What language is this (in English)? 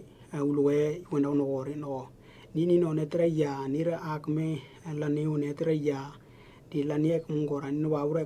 Western Dani